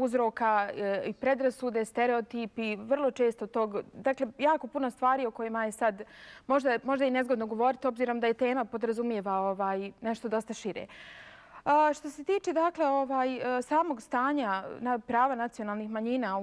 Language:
Bosnian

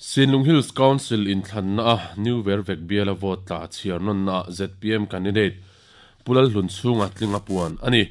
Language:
Mizo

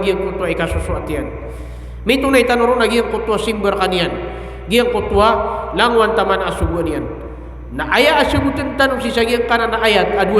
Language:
Maranao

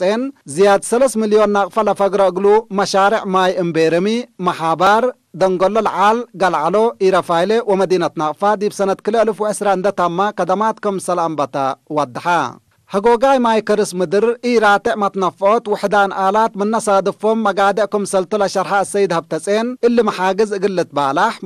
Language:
Tigre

